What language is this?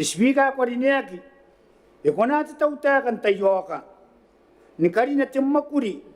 Gilbertese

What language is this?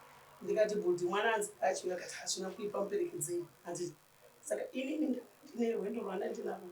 Shona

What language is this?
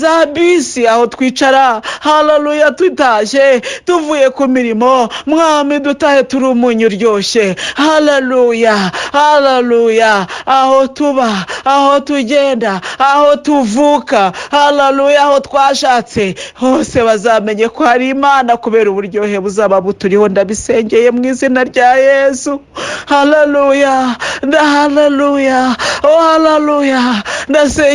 Kinyarwanda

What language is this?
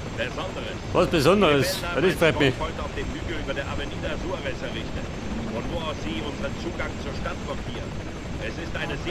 Bavarian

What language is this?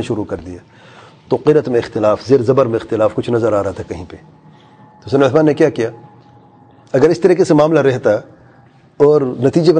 Urdu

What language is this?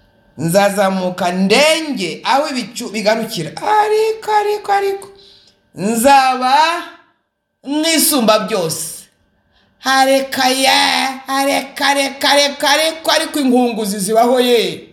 Kinyarwanda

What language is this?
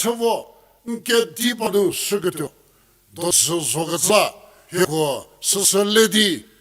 Angami Naga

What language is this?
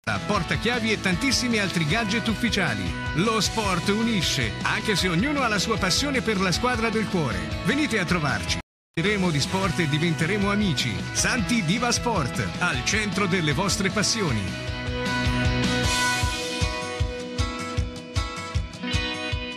Italian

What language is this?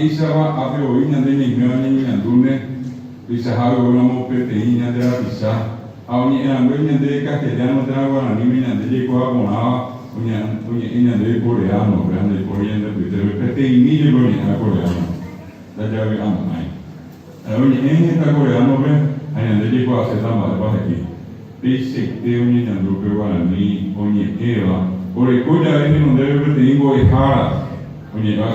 Guarani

